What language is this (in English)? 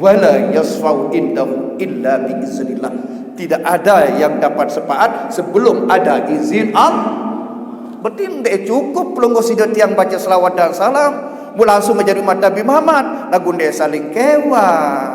Sasak